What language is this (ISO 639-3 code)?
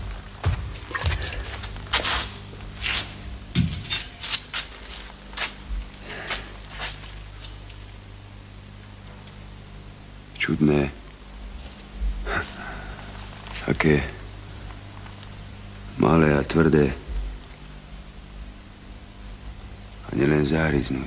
slk